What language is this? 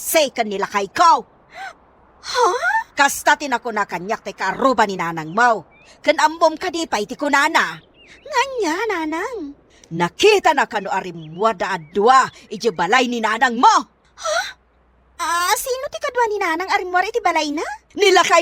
Iloko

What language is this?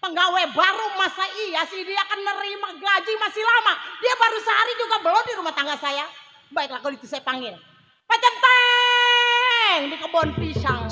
Betawi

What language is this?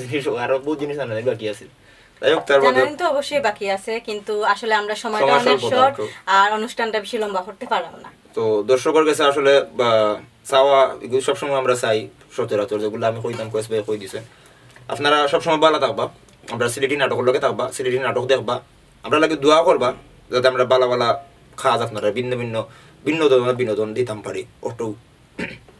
Sylheti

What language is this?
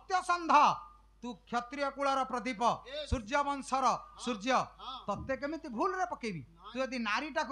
Odia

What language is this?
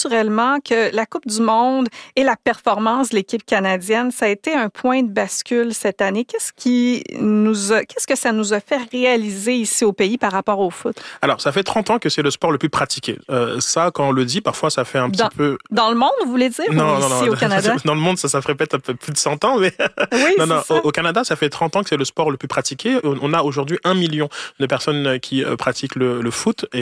French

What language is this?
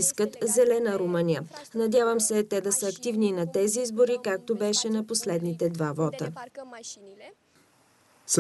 Bulgarian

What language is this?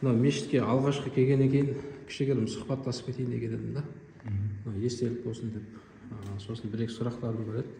Kazakh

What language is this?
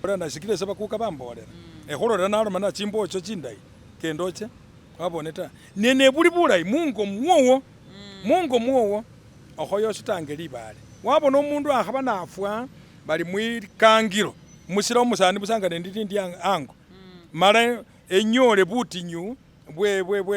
Masaaba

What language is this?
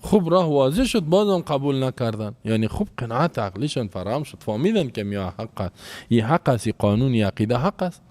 Persian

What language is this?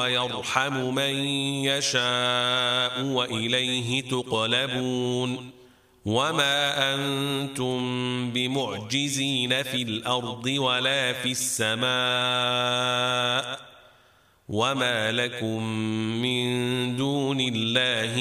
Arabic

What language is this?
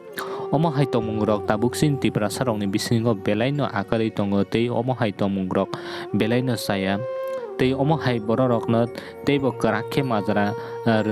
Kok Borok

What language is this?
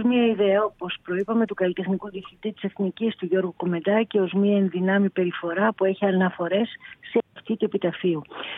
Greek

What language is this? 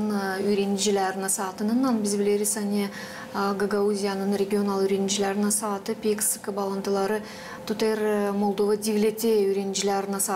Gagauz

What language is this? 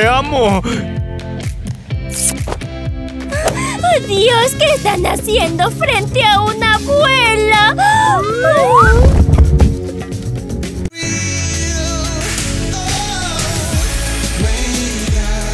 Spanish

